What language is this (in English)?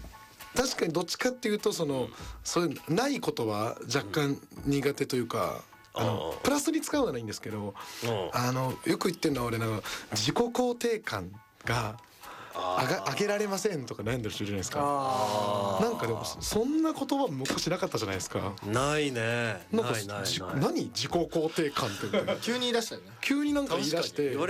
Japanese